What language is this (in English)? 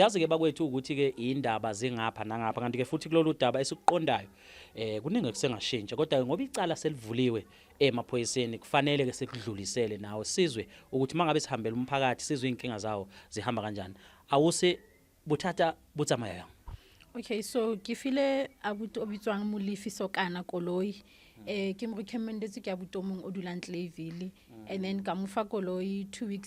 Zulu